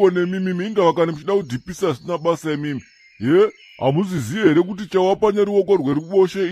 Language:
Shona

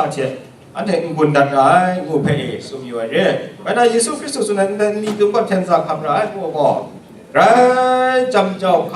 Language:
Kachin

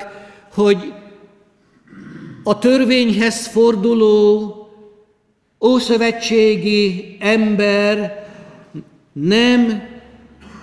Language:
Hungarian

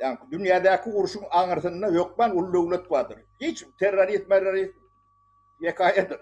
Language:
Turkmen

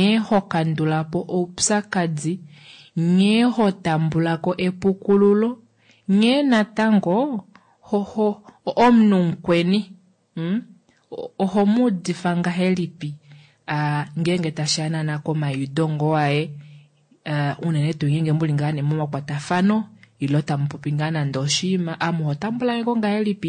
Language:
Kuanyama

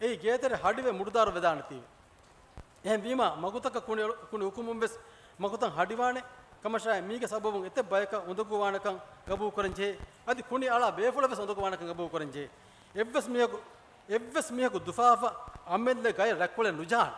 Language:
Divehi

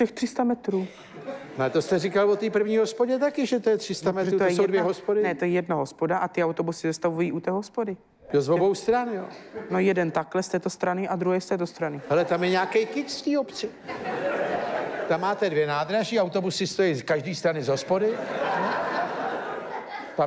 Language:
Czech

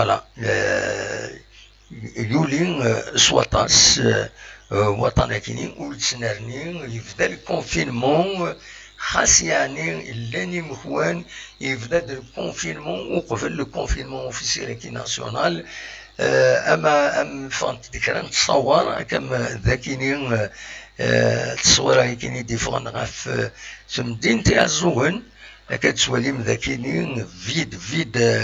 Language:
Kabyle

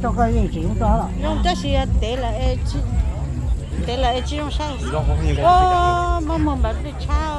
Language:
Hmong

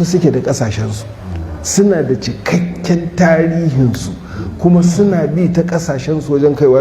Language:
Hausa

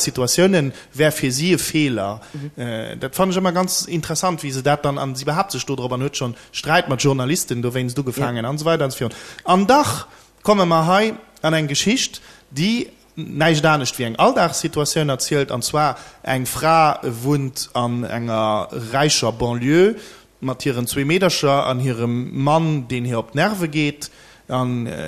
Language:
Luxembourgish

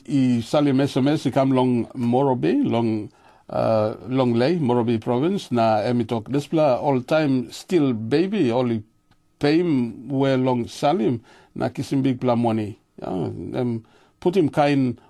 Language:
Tok Pisin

